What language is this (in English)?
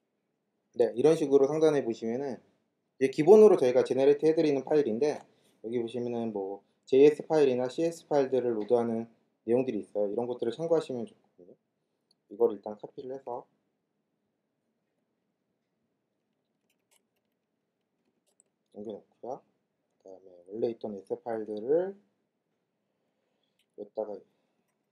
Korean